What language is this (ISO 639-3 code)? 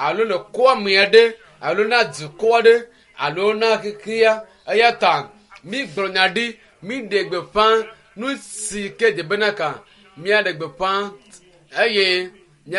ewe